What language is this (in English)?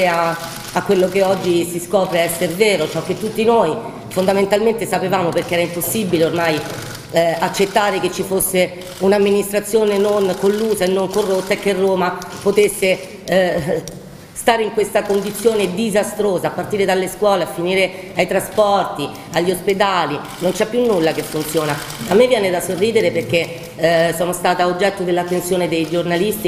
Italian